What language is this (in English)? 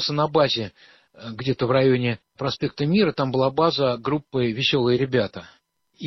Russian